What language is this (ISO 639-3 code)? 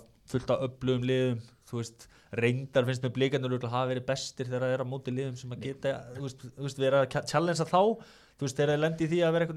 isl